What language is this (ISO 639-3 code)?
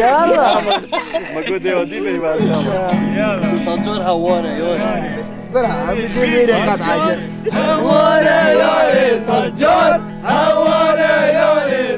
kur